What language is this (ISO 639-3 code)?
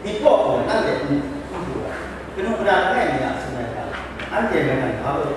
kac